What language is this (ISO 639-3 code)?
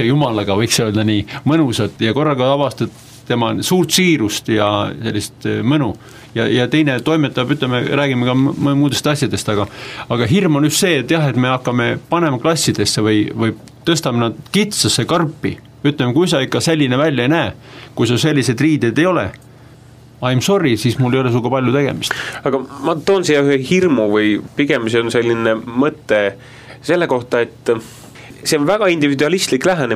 est